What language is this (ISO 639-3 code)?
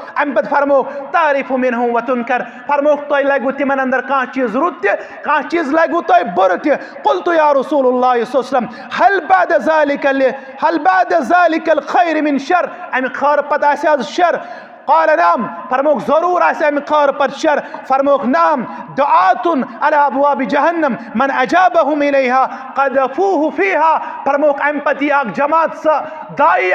kas